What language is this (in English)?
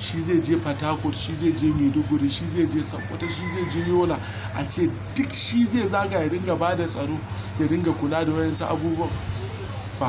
Hausa